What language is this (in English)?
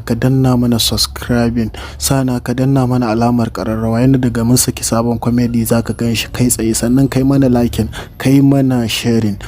Hausa